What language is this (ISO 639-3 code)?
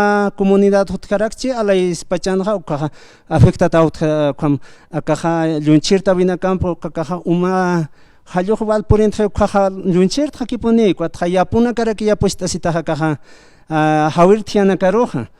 aym